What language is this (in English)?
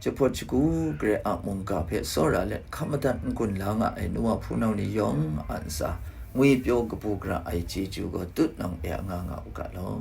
Kachin